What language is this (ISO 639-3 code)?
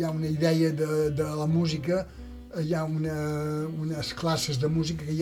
cat